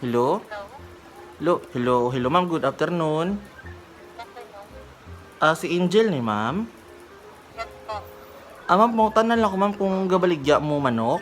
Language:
Cebuano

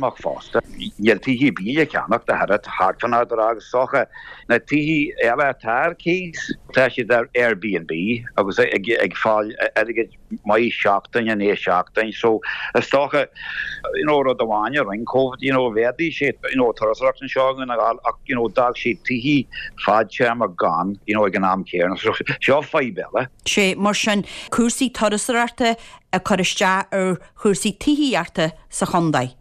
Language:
Irish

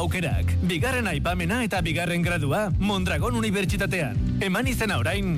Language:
Basque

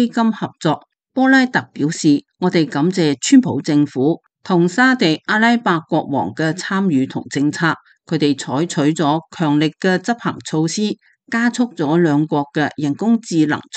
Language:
Cantonese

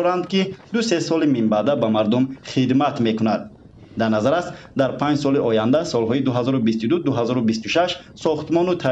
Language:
Tajik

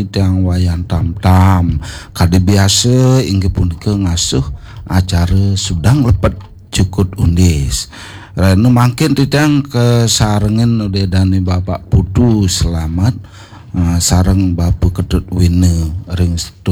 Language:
Balinese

